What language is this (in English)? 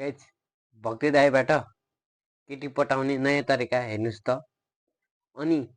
Nepali